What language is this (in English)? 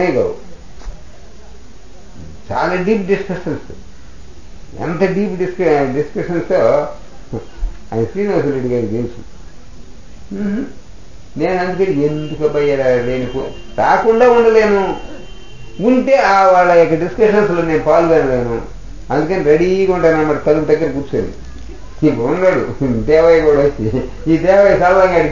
Telugu